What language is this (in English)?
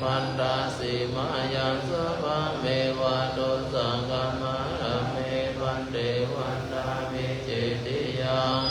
Pali